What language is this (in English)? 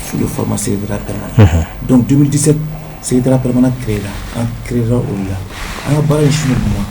Bambara